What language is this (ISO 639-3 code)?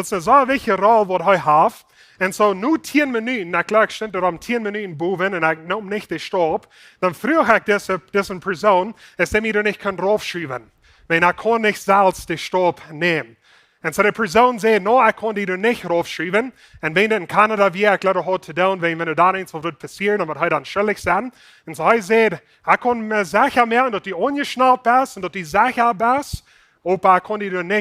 pdt